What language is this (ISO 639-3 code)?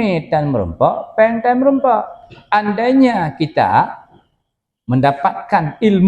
ace